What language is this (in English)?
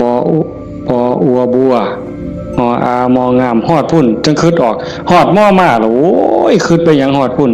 Northeastern Thai